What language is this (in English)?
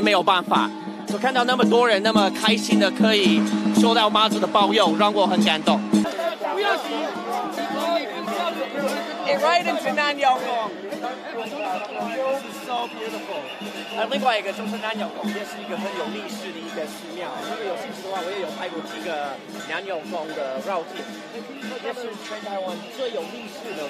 Chinese